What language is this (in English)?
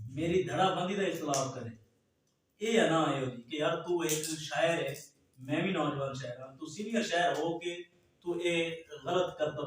Saraiki